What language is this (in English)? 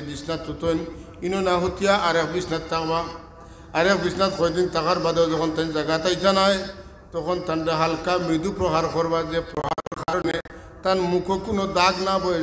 Sylheti